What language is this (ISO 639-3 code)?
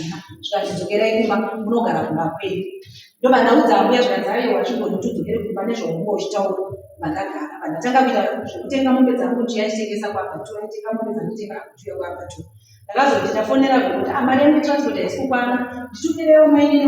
sna